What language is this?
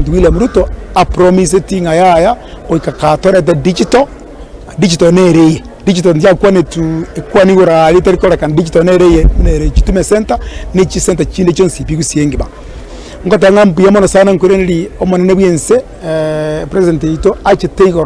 Gusii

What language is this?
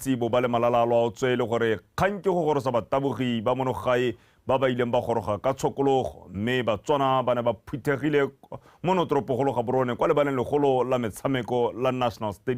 Tswana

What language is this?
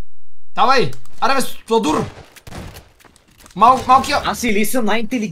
Bulgarian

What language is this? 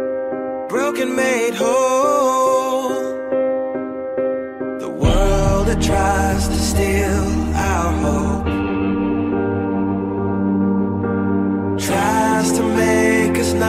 English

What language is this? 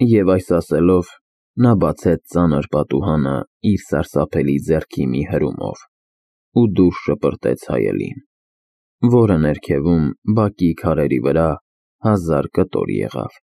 Armenian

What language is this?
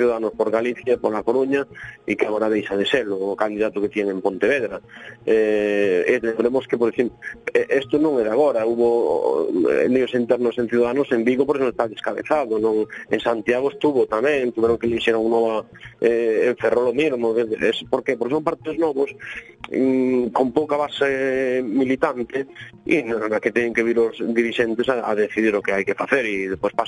Galician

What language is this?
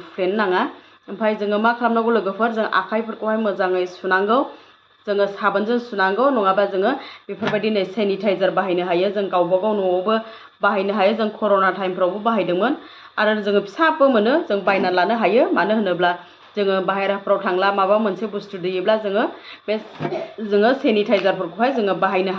Bodo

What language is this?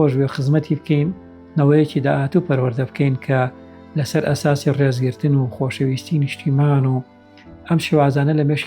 Central Kurdish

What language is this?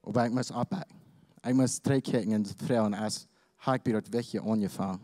Plautdietsch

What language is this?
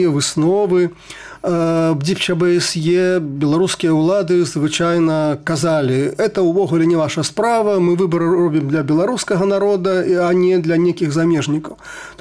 Belarusian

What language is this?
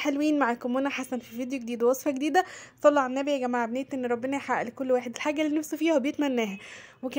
Egyptian Arabic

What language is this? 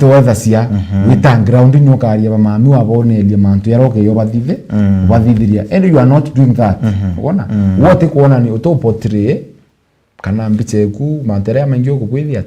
Meru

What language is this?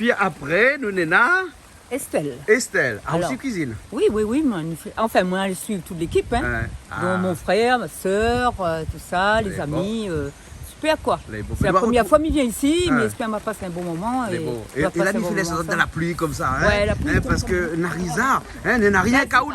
Réunion Creole French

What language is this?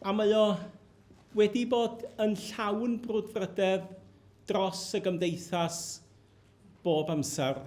Welsh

